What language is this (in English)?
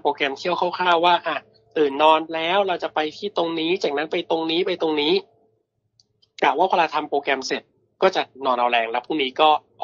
Thai